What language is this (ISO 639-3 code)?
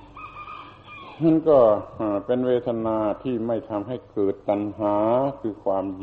tha